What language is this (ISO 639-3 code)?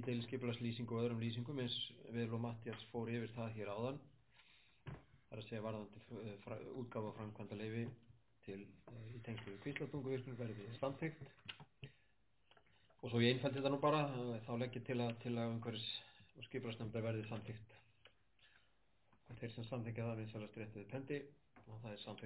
isl